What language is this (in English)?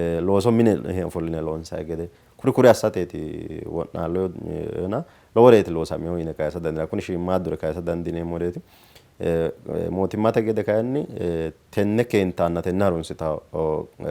Sidamo